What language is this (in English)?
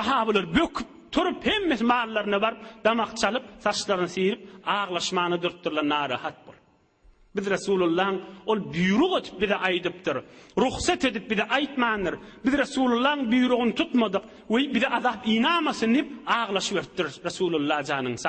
Turkmen